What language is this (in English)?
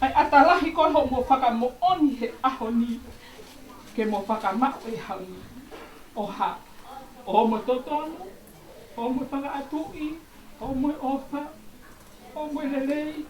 Tongan